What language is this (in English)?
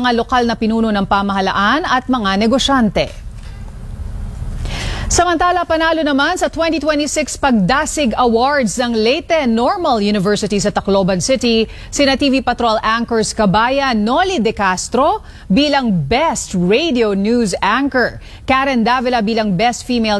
Filipino